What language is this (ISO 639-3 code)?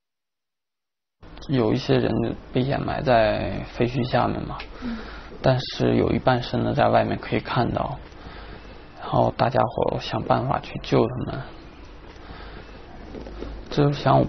zho